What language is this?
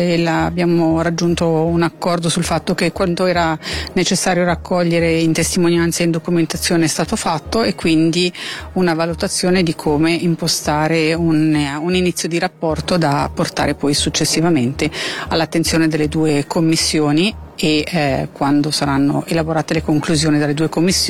Italian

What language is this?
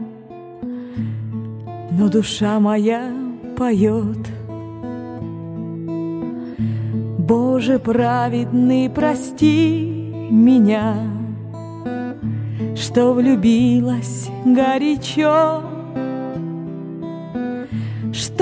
Russian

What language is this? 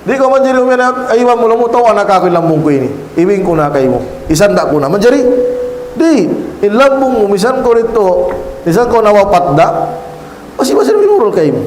Tausug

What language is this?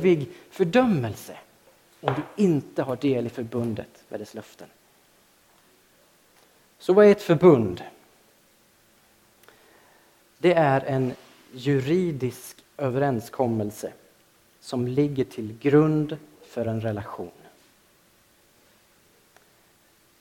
Swedish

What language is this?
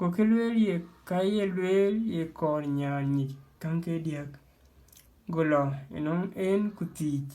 Dinka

